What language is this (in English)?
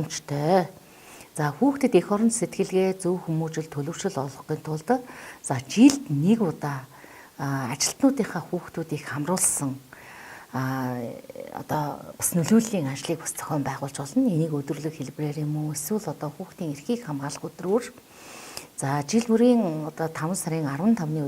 Mongolian